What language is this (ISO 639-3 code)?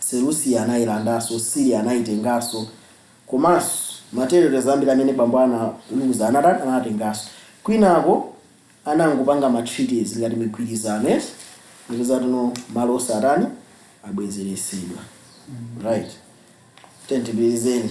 nya